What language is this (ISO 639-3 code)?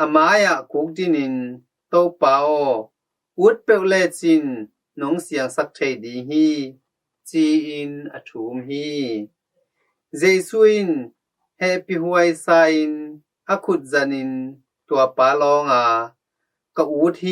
ctd